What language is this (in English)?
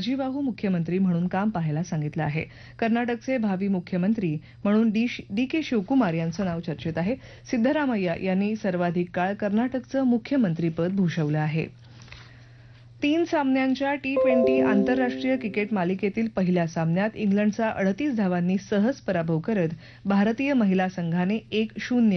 Marathi